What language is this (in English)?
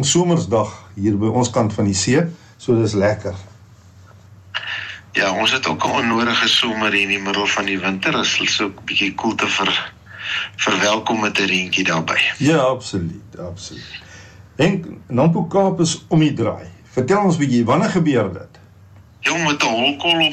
Afrikaans